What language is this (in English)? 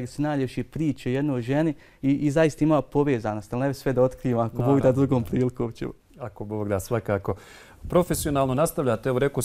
Bosnian